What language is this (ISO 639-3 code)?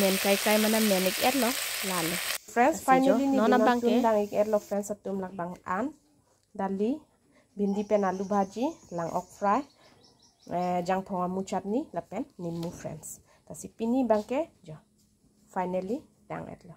mjw